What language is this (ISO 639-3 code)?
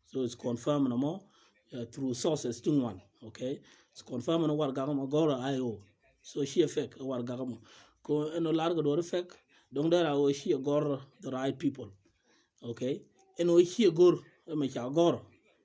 nus